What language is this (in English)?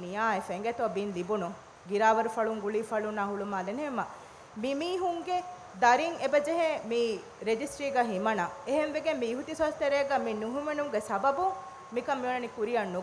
Divehi